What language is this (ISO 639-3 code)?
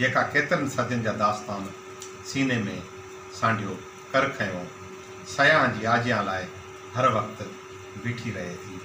snd